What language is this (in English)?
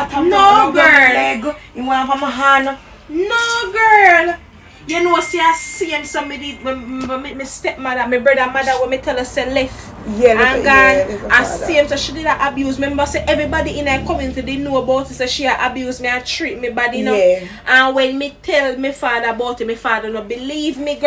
Jamaican Creole English